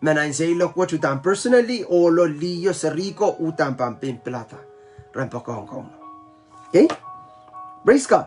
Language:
Pohnpeian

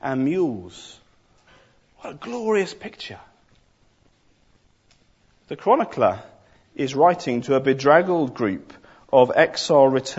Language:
English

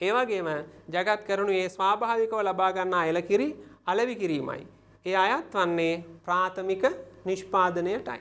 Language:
Sinhala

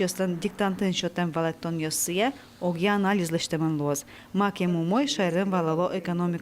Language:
Udmurt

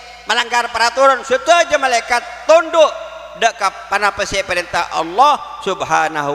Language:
Madurese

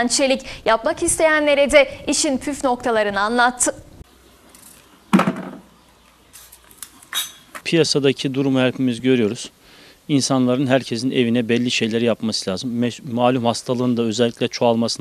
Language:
Turkish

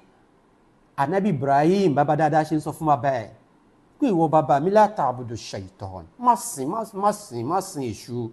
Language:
Yoruba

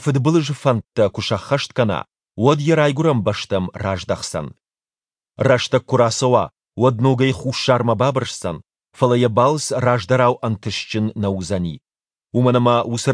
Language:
Ossetic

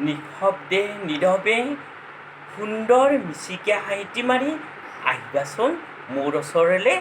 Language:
Assamese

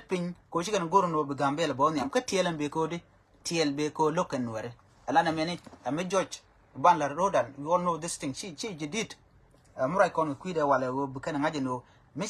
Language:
Nuer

